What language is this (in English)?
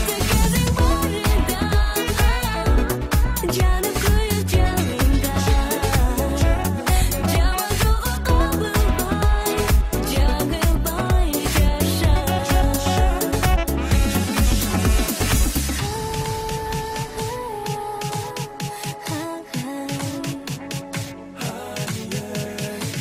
Kyrgyz